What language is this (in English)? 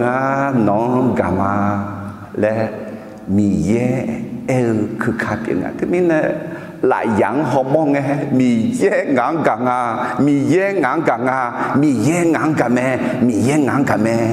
Akha